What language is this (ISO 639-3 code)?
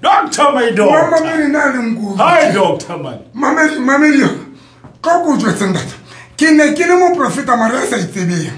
sot